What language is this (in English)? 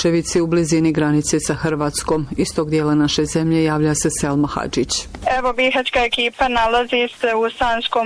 Bosnian